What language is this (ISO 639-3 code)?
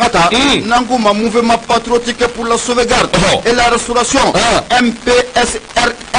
bam